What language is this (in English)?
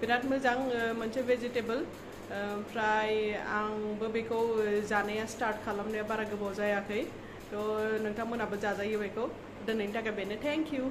Bodo